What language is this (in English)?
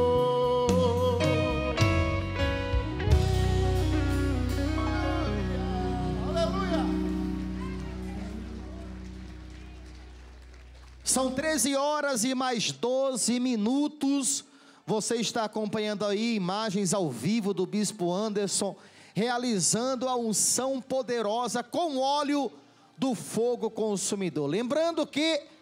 Portuguese